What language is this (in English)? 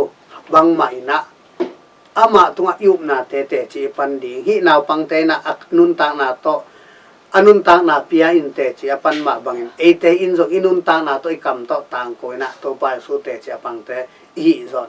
Tedim Chin